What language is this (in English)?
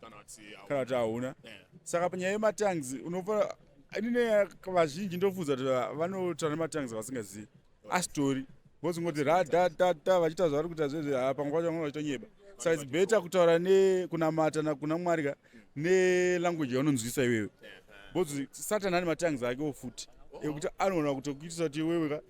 Shona